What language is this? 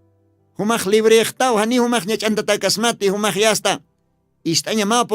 Aymara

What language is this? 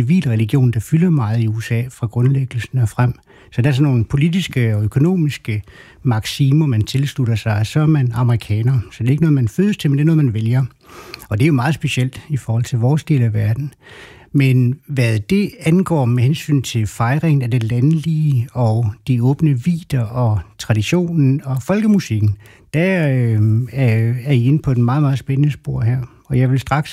Danish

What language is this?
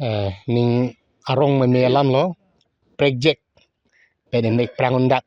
Karbi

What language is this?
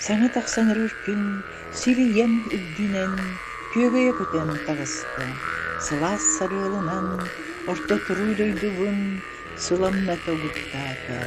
Yakut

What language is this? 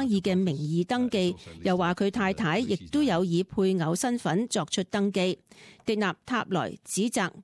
Cantonese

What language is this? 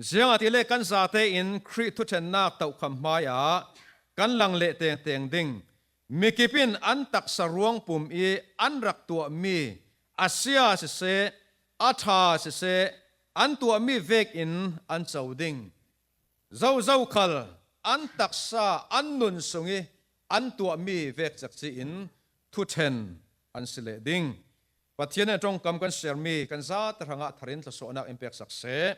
Falam Chin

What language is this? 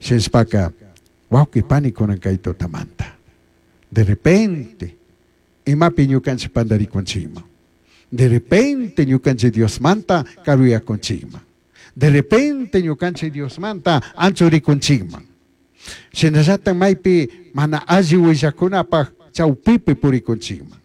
Chimborazo Highland Quichua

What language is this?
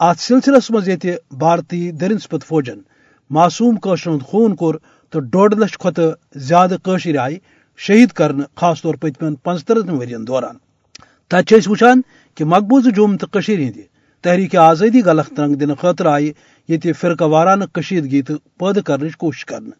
Kashmiri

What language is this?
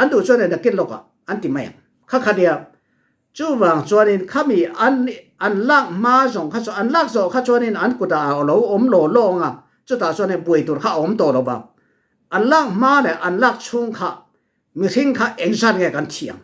Falam Chin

